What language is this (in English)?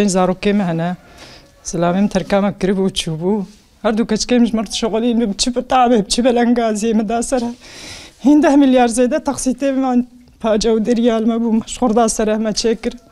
Kurdish